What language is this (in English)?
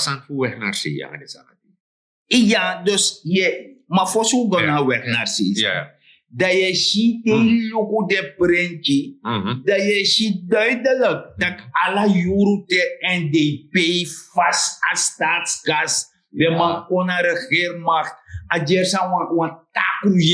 Sranan Tongo